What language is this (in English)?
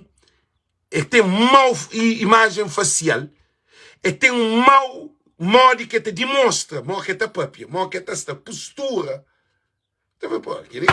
Kabuverdianu